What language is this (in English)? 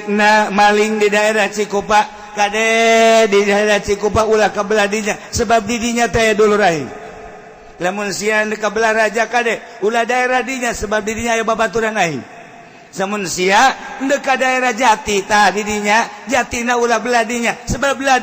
Sundanese